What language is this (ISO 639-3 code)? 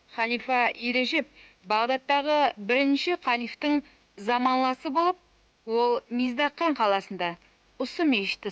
kaa